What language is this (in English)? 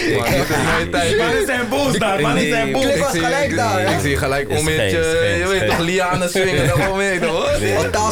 Dutch